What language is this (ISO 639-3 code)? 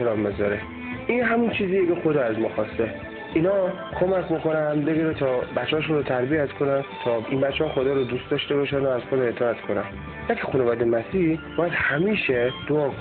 fas